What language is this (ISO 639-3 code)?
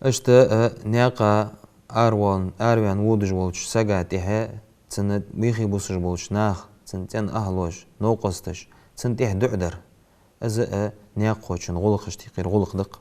inh